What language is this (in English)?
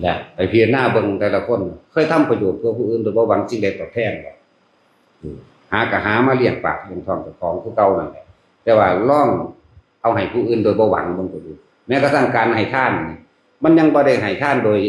Northeastern Thai